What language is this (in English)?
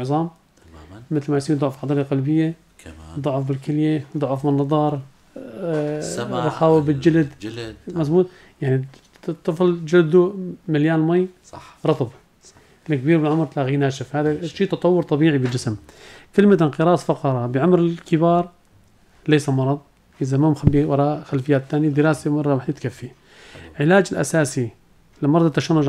North Levantine Arabic